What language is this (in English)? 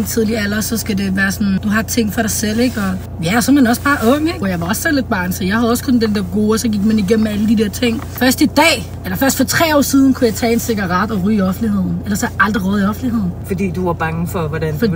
Danish